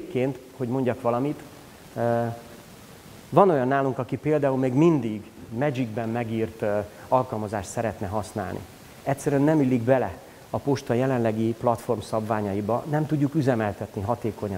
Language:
Hungarian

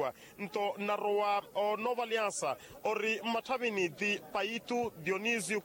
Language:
Makhuwa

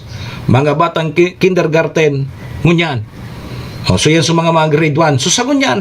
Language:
Bikol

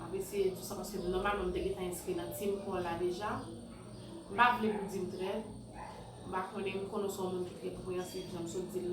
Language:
Haitian Creole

